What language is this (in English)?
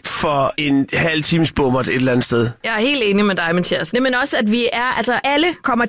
Danish